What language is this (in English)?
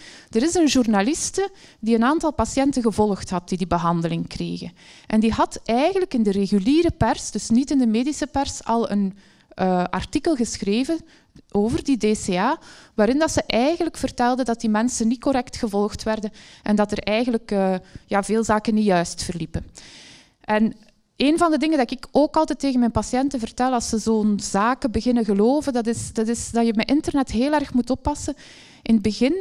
Dutch